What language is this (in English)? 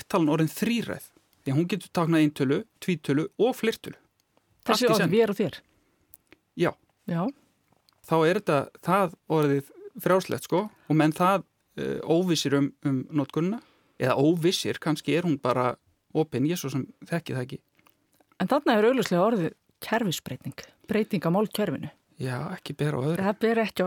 Icelandic